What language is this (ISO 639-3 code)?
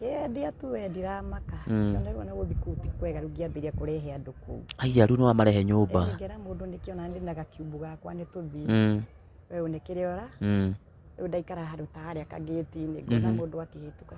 kik